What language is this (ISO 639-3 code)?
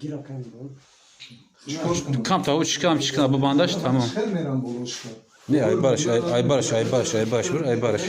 tgk